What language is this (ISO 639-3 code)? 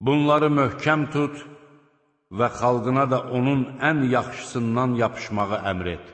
aze